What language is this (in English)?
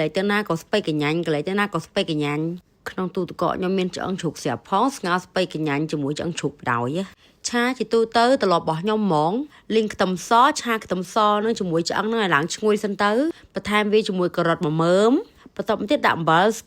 Khmer